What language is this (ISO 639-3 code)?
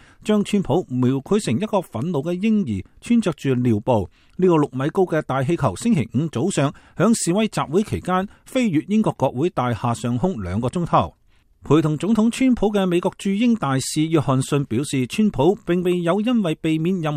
yue